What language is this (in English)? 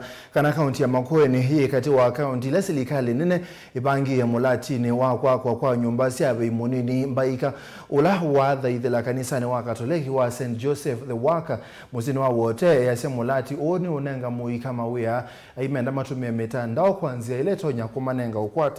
Kamba